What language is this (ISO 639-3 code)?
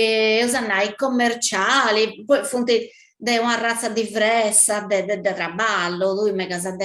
srd